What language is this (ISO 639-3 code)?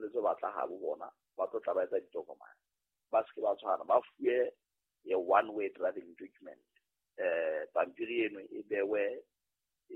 sot